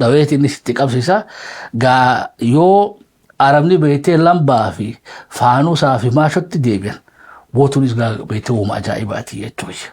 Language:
Oromo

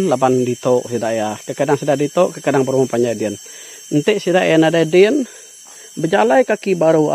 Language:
Iban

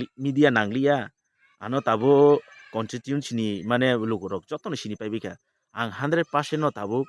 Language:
Kok Borok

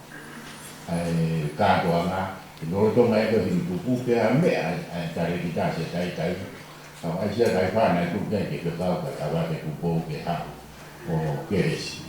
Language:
Tongan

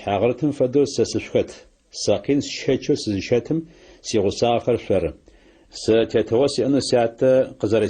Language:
Adyghe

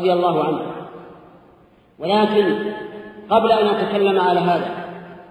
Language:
Arabic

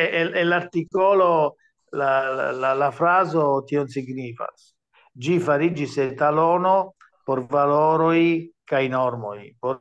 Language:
Esperanto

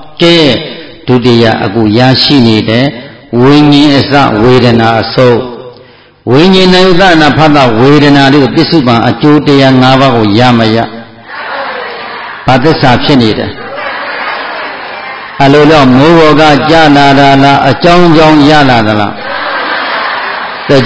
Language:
Burmese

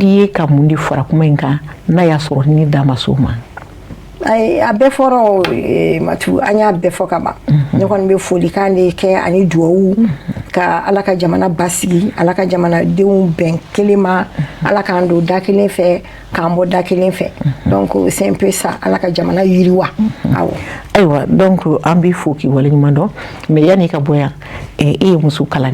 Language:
Bambara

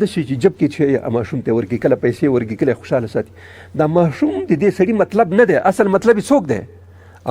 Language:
Pashto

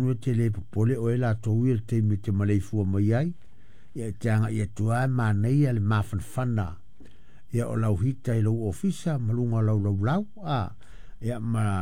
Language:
Samoan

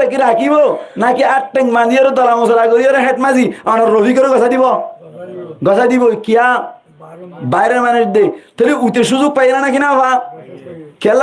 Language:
Rohingya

